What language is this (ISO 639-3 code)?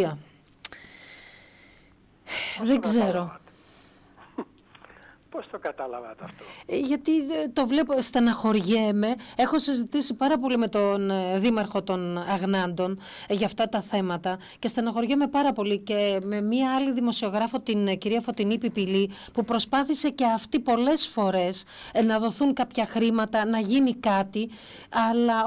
ell